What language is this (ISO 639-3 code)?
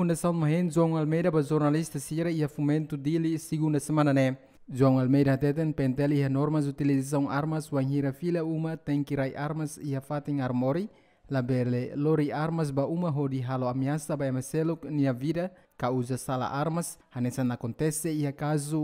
tet